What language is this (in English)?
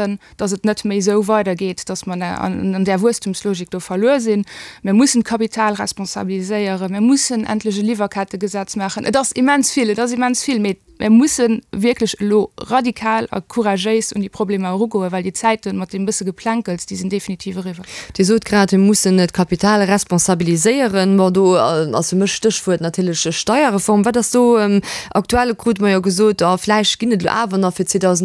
Luxembourgish